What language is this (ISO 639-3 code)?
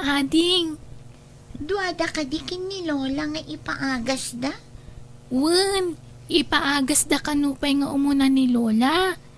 ilo